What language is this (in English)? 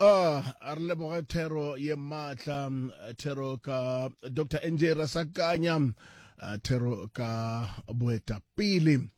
Northern Sotho